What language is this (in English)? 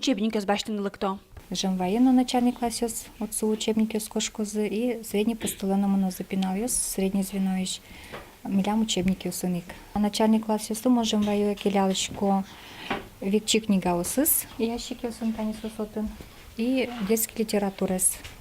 Udmurt